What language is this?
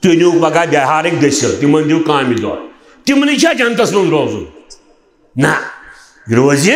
Kashmiri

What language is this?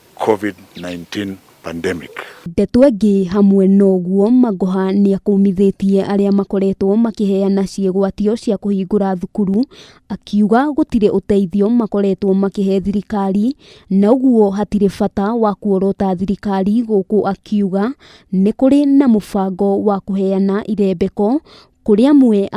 Kikuyu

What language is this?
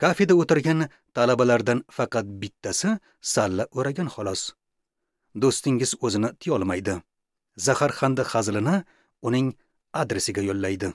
Uzbek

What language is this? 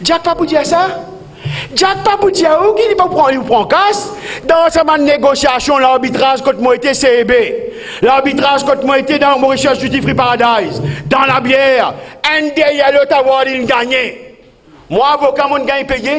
Morisyen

